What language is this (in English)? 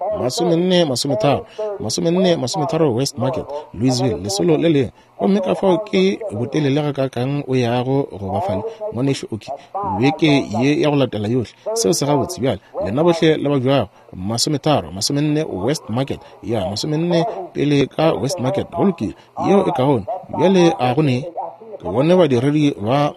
Northern Sotho